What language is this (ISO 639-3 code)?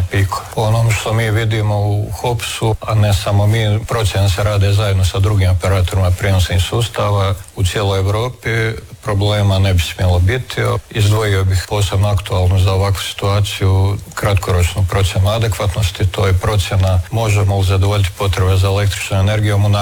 hrv